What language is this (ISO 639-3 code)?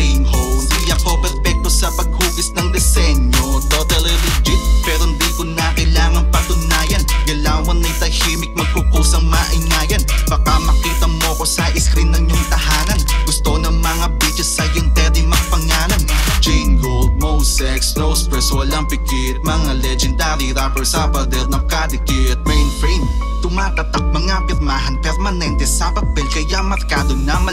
fil